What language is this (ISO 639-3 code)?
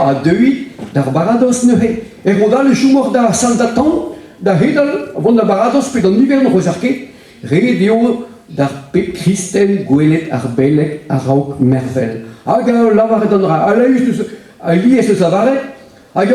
bre